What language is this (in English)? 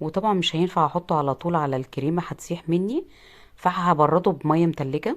Egyptian Arabic